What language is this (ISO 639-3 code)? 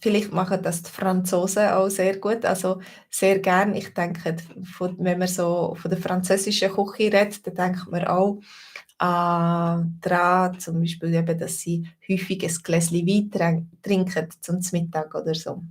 gsw